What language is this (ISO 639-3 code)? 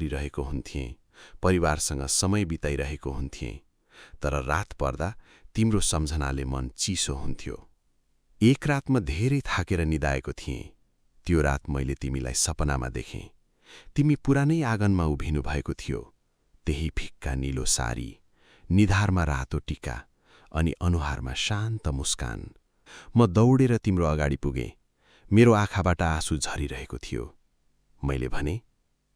nep